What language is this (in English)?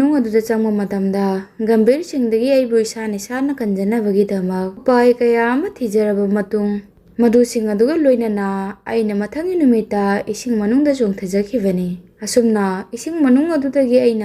Manipuri